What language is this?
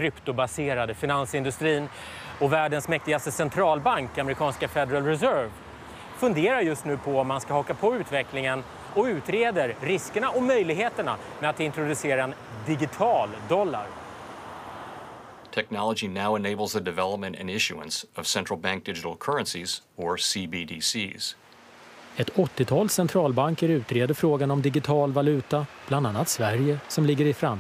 Swedish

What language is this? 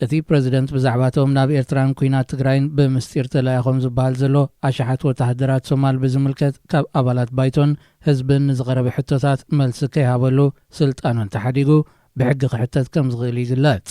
Tigrinya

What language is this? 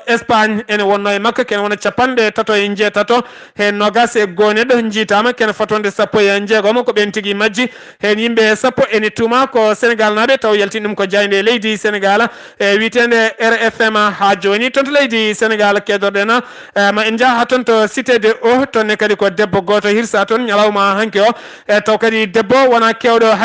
Fula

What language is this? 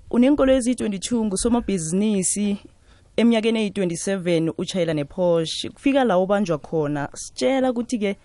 South Ndebele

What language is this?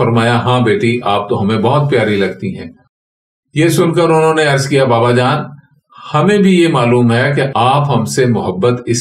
Urdu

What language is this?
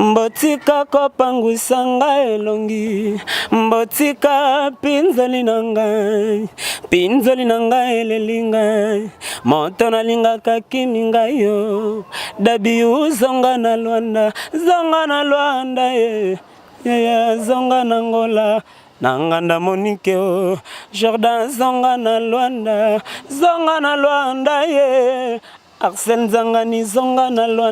Lingala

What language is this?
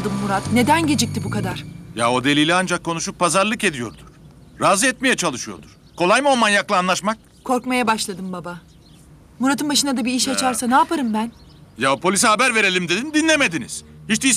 Turkish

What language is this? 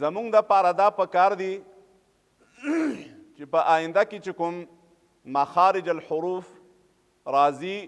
Pashto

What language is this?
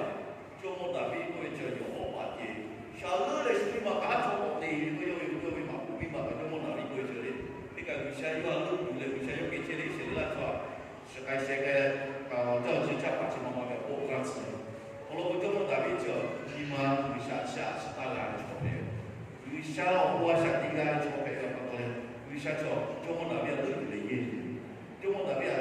Lahu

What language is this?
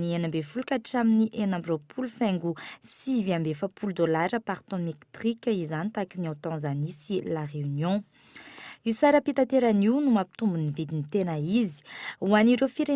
Malagasy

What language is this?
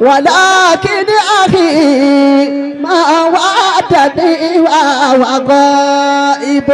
Yoruba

